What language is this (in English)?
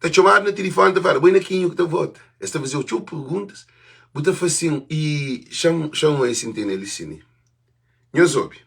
Kabuverdianu